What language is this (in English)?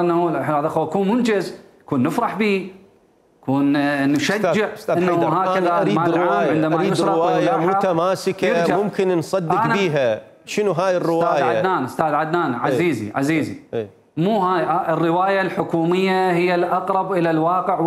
Mesopotamian Arabic